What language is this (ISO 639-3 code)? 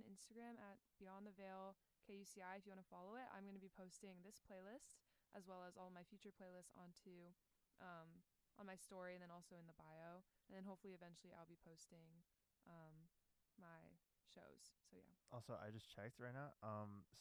eng